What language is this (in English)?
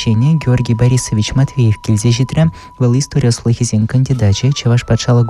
Chuvash